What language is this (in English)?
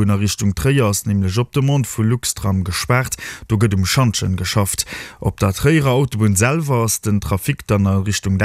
Luxembourgish